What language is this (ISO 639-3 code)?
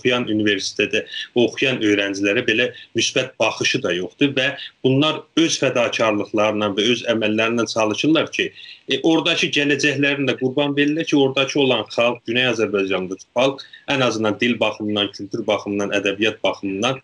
azb